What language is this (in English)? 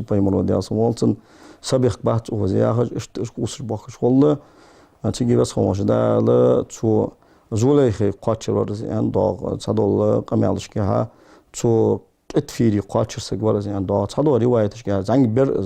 Ingush